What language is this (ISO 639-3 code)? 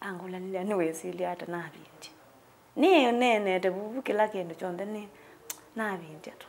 kam